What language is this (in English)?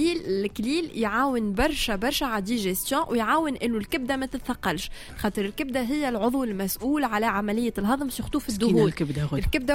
Tunisian Arabic